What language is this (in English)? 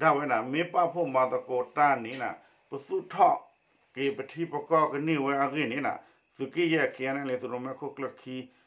S'gaw Karen